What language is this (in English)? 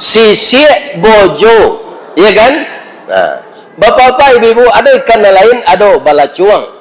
Minangkabau